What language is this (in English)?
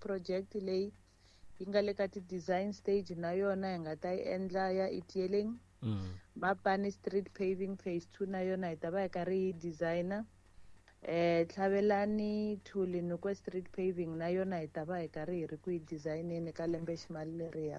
Tsonga